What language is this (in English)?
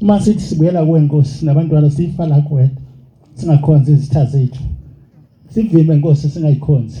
Zulu